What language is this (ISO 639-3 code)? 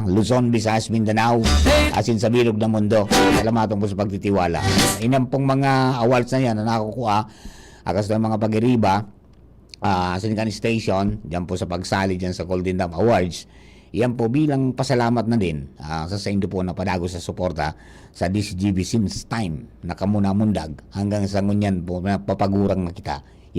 bik